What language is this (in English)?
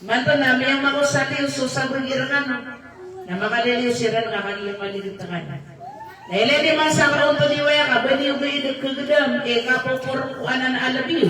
Maranao